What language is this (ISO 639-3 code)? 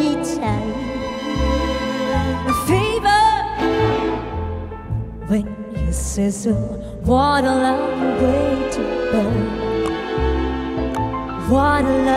nor